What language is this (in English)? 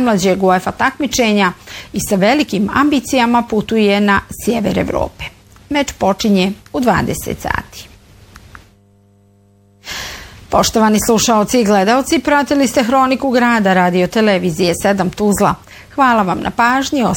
Bosnian